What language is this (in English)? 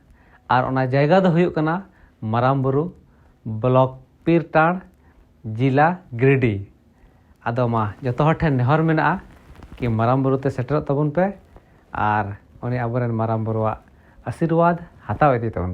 Santali